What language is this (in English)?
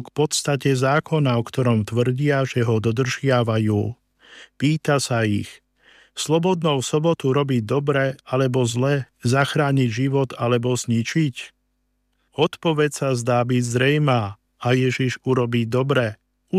Slovak